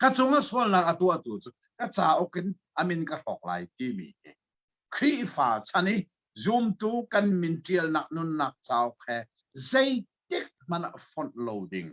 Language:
Hakha Chin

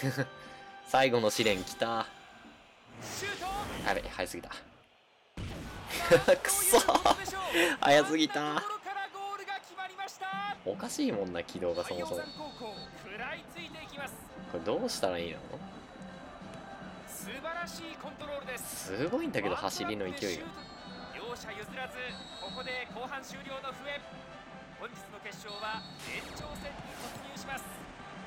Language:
Japanese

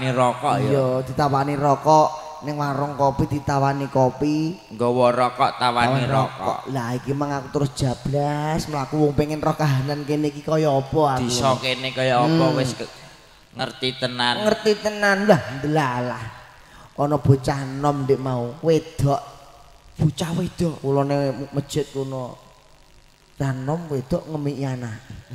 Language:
Javanese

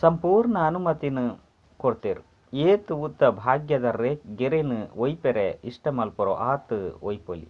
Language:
Tulu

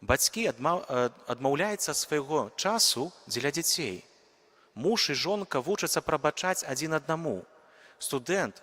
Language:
Belarusian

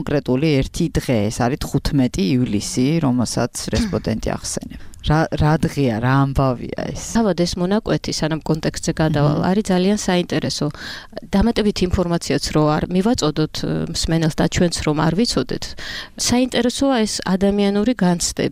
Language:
Georgian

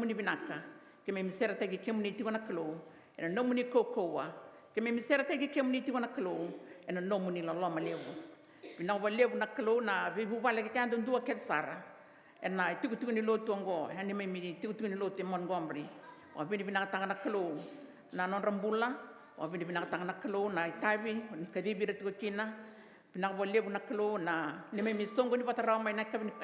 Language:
Fijian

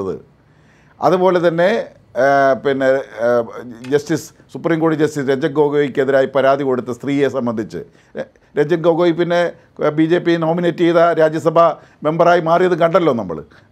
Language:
Malayalam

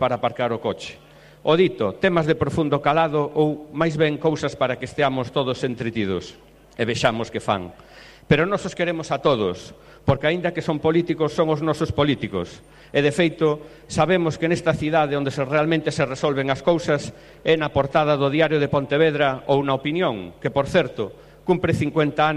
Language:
Galician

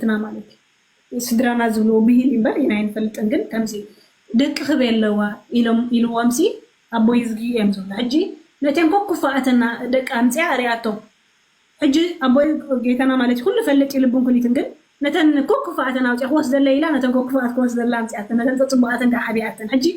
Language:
Tigrinya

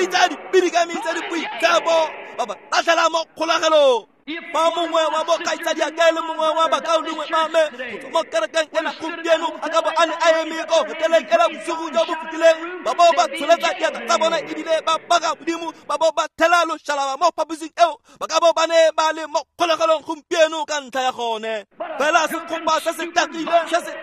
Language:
Tswana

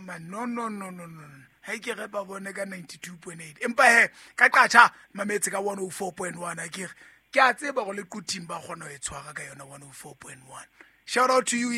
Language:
Southern Sotho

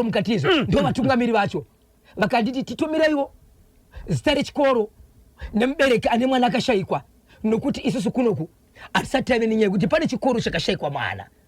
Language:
Shona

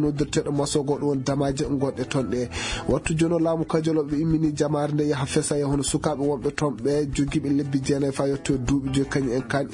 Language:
Fula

